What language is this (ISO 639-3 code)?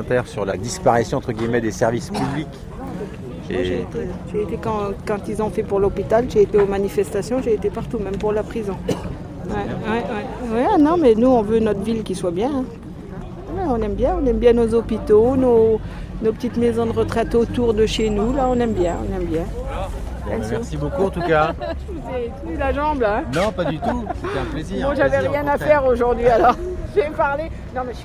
fra